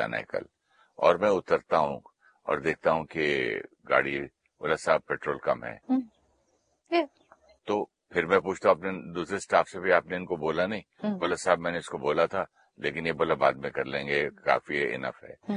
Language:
Hindi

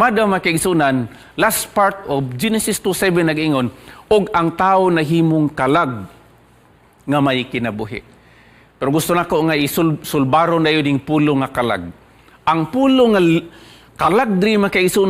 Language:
Cebuano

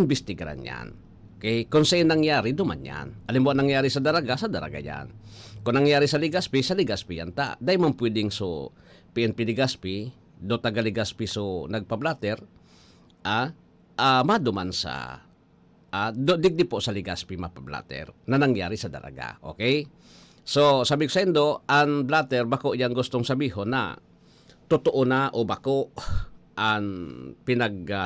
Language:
Bikol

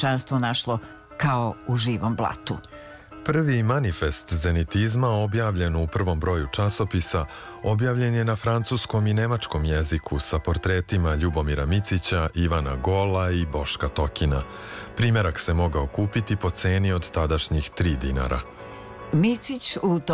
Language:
Serbian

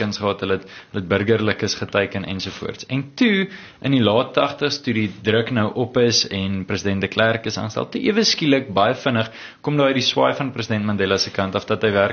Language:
Afrikaans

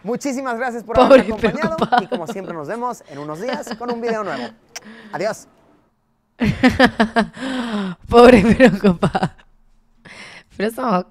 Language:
Spanish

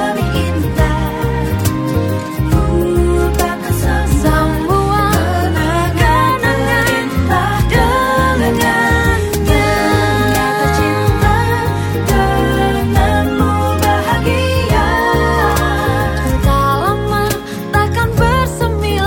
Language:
Indonesian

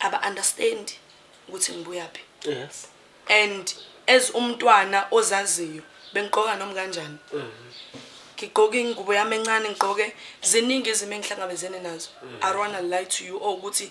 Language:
Zulu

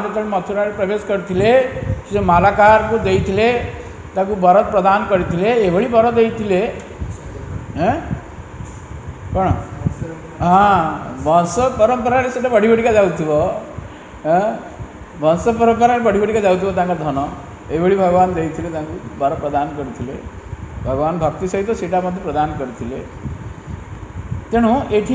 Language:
Odia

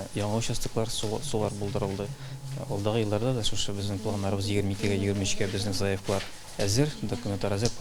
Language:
Tatar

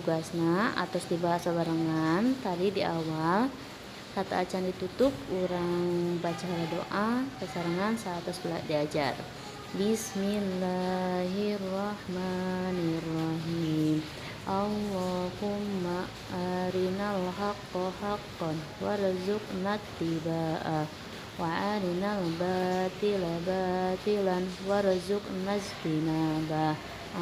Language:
Sundanese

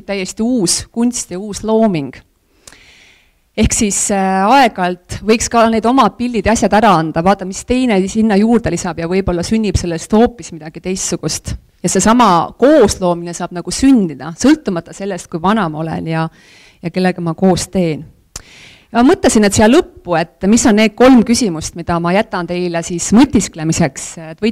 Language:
Estonian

